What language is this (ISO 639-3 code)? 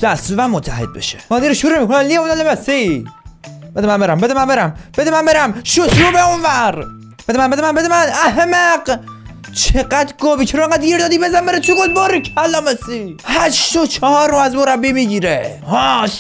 fas